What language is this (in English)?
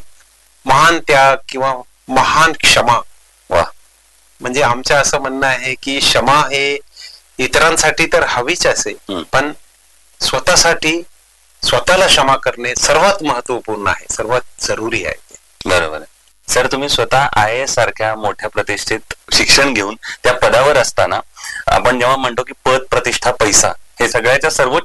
Marathi